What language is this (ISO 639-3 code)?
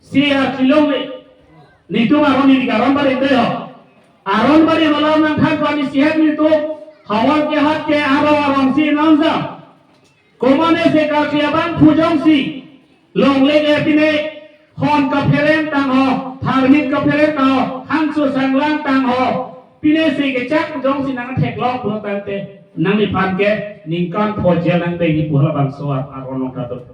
mjw